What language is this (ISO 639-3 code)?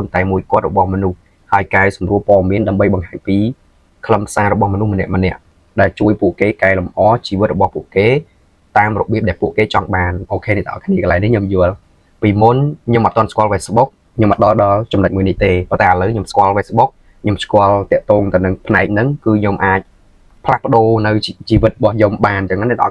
khm